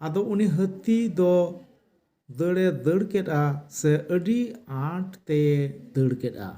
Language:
Santali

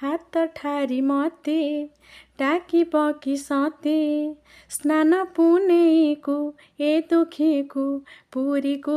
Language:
Odia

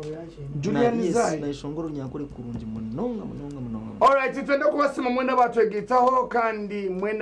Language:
Nyankole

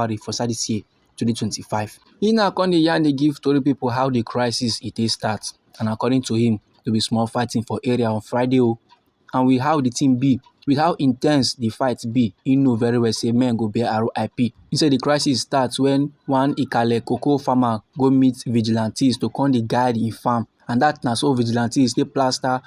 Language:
Nigerian Pidgin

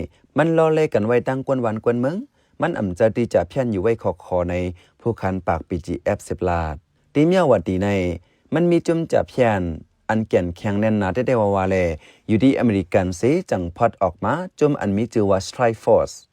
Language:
Shan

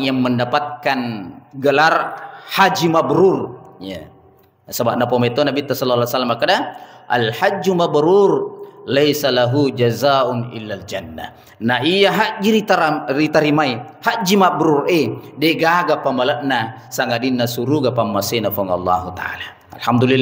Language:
Buginese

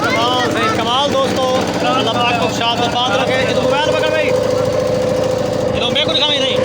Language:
Saraiki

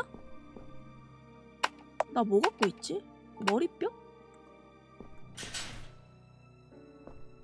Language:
Korean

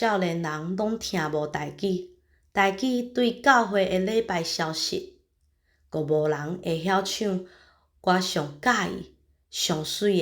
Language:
Min Nan Chinese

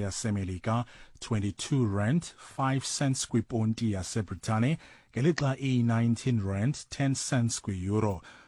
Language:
Xhosa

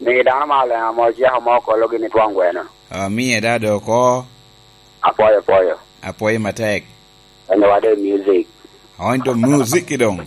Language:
Lango (Uganda)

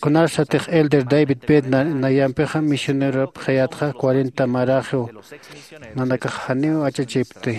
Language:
Aymara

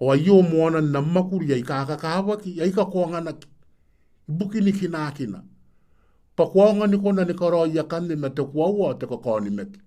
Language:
Gilbertese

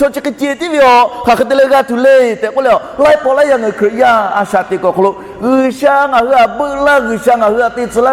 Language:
Lahu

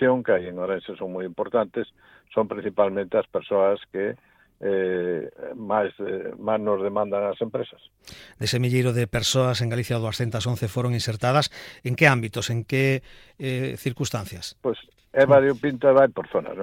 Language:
Galician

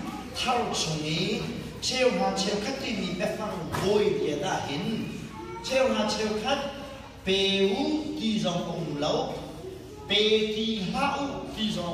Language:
Hakha Chin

